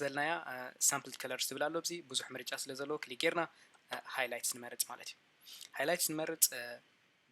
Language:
Tigrinya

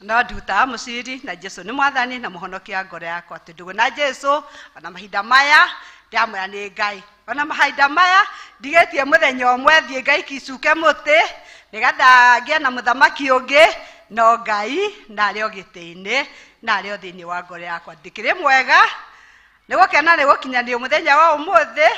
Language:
Kikuyu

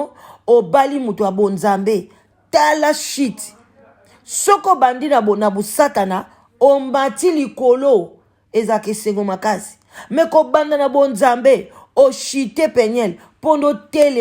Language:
Lingala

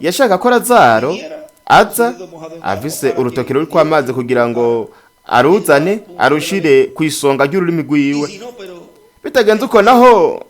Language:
Rundi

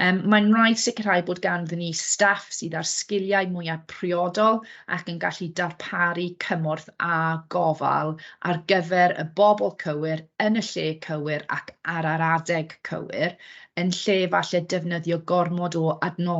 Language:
Welsh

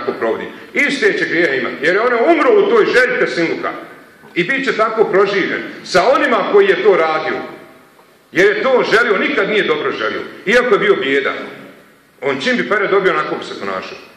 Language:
Bosnian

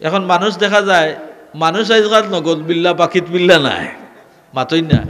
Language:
Sylheti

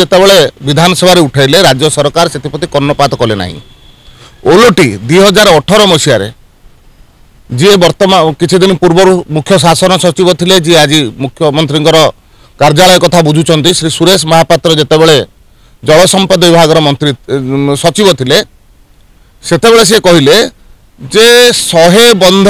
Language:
Odia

